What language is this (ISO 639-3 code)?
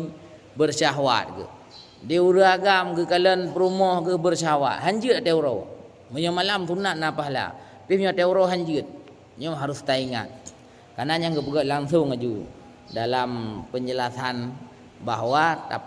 ace